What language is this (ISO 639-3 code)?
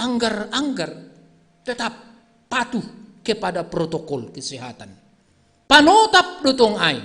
bts